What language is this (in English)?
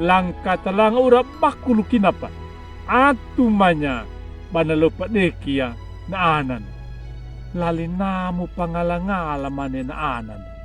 Anakalangu